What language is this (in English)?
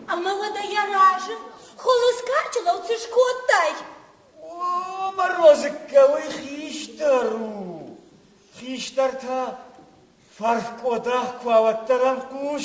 Ossetic